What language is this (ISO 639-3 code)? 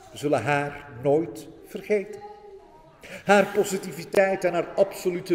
nld